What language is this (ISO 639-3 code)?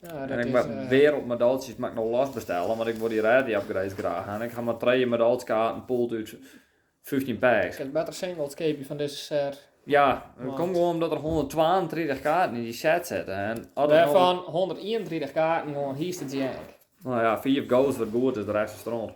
fry